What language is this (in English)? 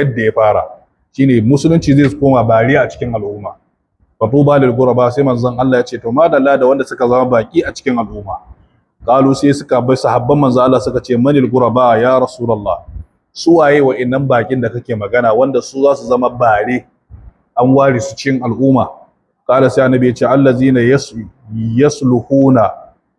Hausa